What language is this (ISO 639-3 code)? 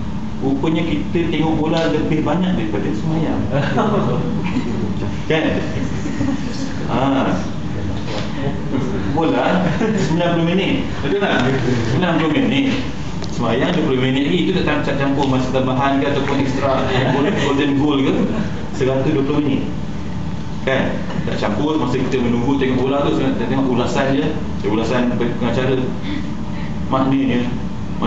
msa